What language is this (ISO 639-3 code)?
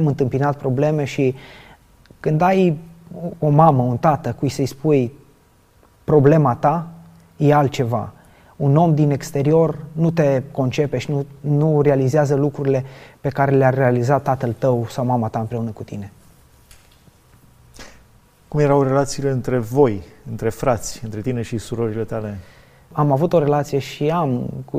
ron